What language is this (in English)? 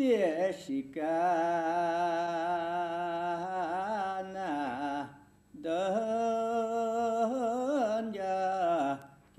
Bashkir